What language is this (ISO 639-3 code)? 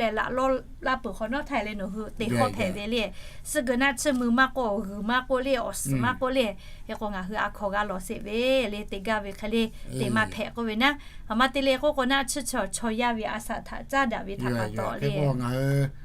lhu